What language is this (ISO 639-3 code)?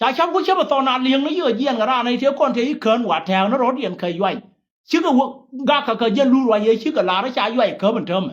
nus